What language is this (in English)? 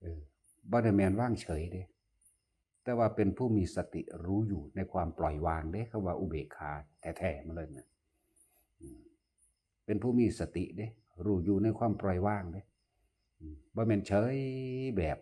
Northeastern Thai